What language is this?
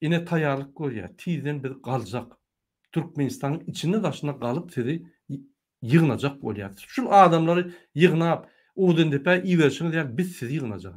Turkmen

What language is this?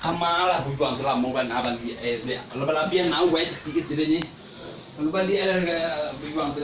Minangkabau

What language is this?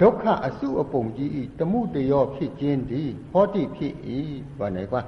Shan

